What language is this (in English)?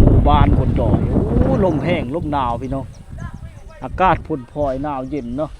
Lao